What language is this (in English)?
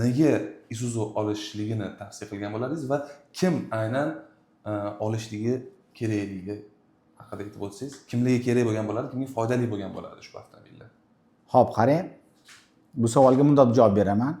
Uzbek